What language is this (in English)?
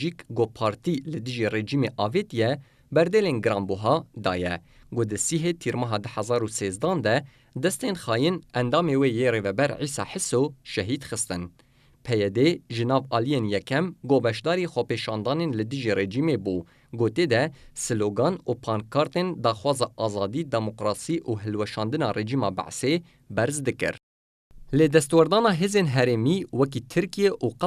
Kurdish